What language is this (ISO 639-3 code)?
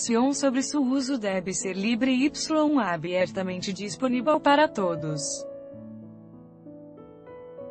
por